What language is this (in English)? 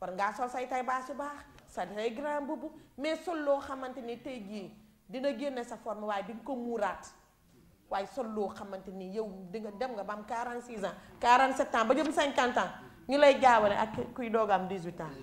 Wolof